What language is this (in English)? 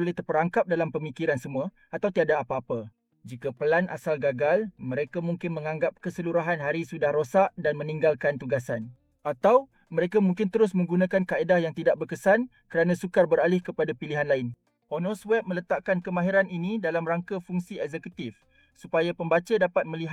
Malay